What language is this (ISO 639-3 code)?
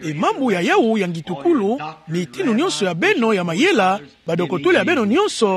ktu